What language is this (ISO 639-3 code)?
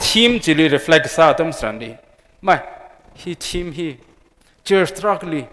nmf